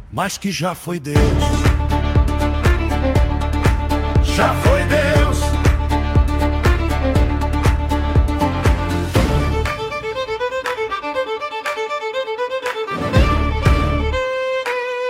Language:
Portuguese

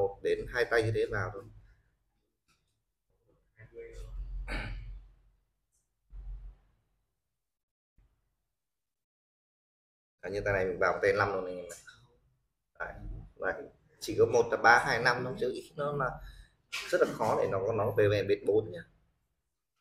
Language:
Vietnamese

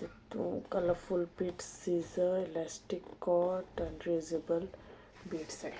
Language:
Konkani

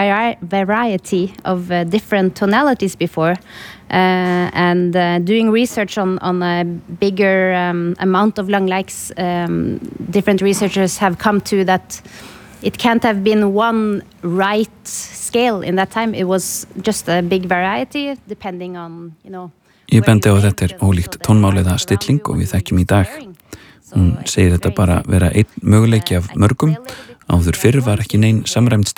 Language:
Icelandic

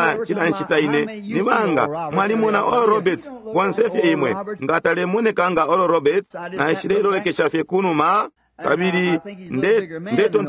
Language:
Bemba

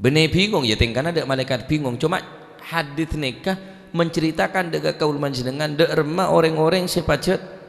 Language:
Madurese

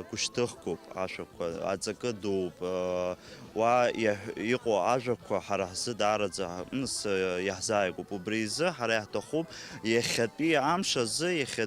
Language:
Abkhazian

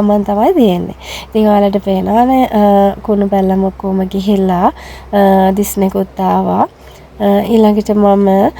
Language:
Sinhala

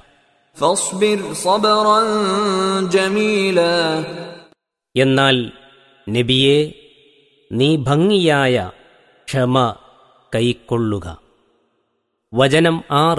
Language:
Malayalam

